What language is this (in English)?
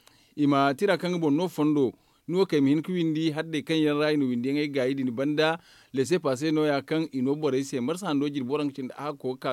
Zarma